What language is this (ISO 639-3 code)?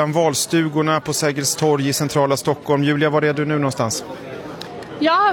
swe